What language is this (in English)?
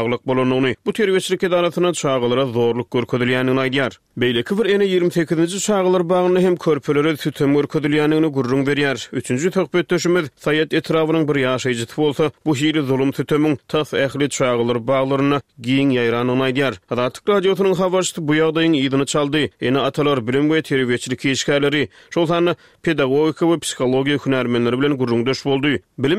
Turkmen